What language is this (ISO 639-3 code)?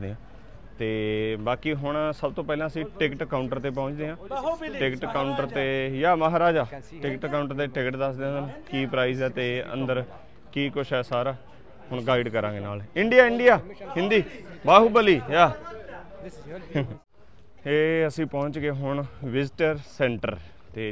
pan